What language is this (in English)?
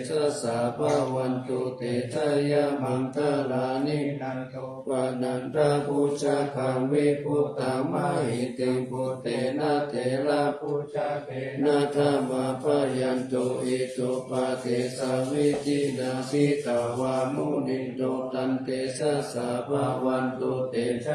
Pali